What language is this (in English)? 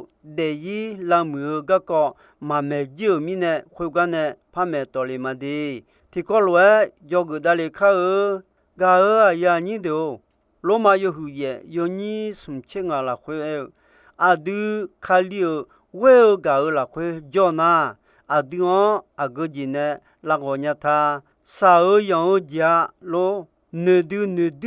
Akha